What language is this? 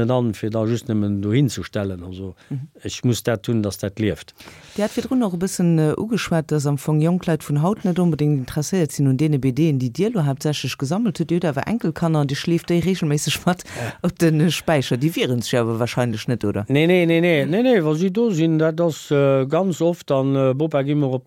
Luxembourgish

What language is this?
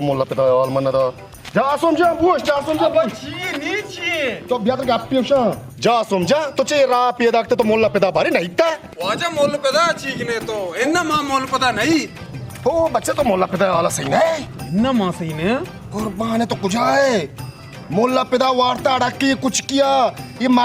Baluchi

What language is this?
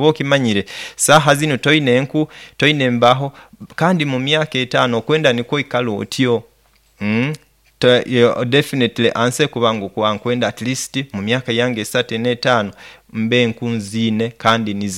Nyoro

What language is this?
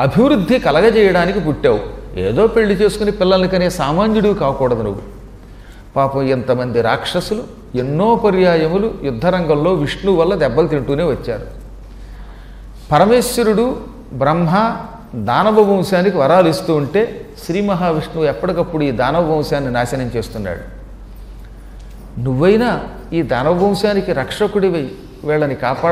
Telugu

